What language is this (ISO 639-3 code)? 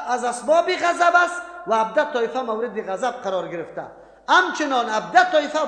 fas